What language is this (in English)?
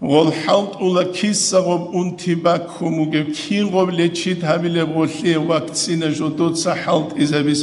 Avaric